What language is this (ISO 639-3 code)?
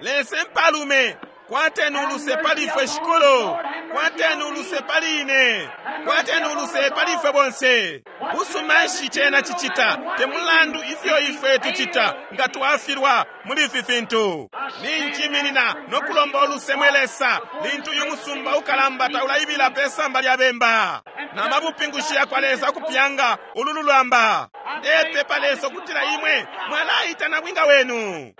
bem